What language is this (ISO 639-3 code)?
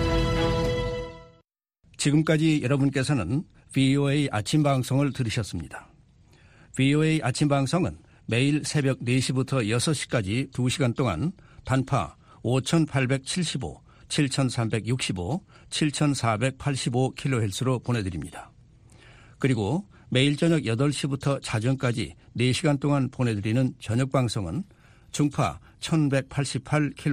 kor